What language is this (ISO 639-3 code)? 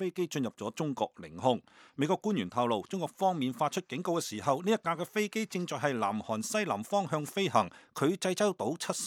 yue